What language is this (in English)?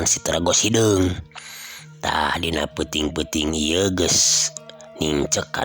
Sundanese